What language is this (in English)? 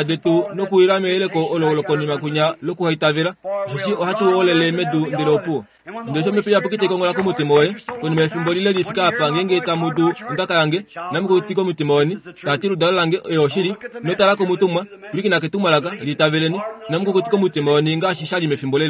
Kuanyama